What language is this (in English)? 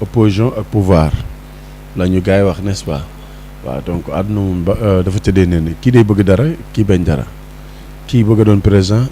Wolof